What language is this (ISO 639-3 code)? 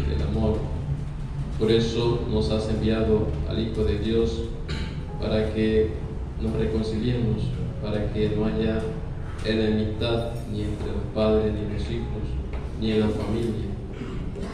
spa